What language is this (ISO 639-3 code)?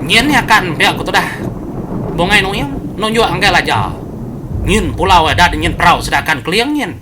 iba